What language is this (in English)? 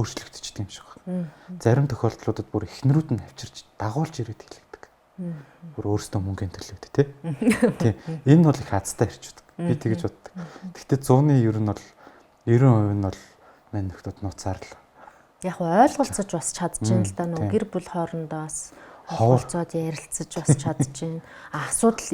Mongolian